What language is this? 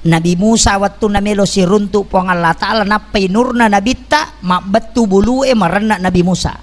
Buginese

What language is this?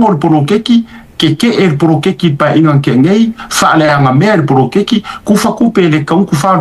Samoan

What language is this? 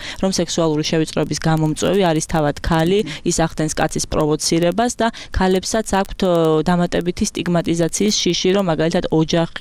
Georgian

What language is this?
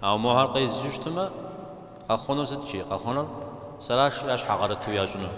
Kabardian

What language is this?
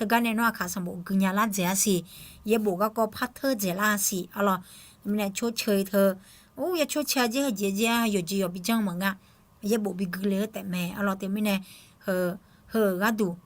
Akha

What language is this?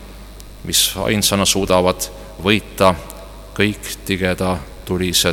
Estonian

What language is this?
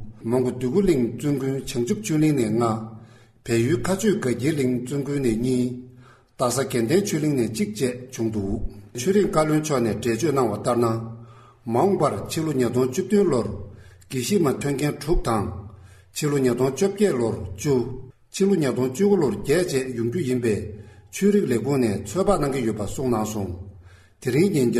Tibetan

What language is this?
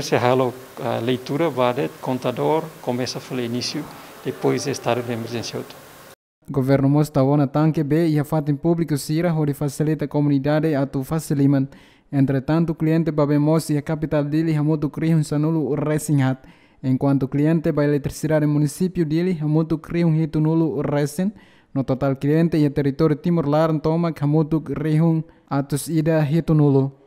Tetum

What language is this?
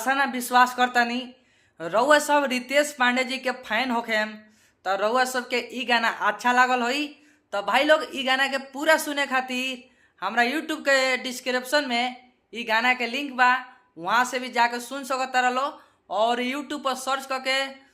Bhojpuri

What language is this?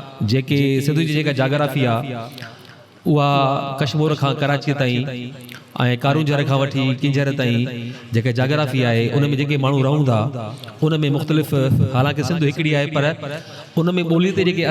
Sindhi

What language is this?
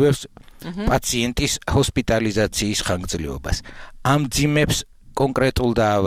Georgian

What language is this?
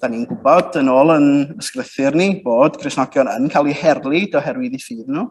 Welsh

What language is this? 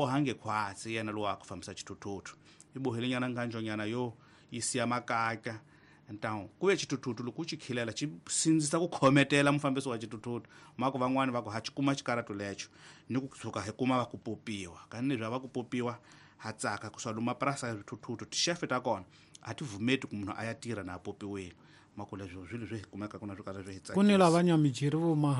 Tsonga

